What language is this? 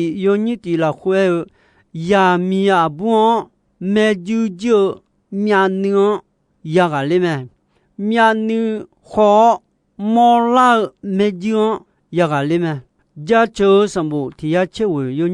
Akha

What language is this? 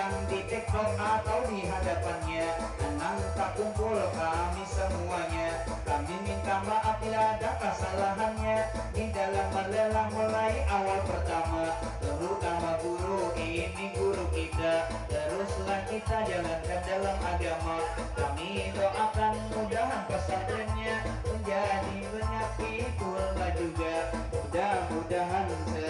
Banjar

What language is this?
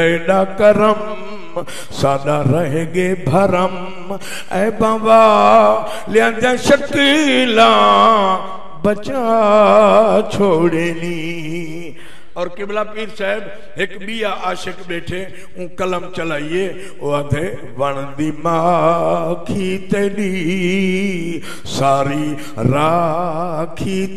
Saraiki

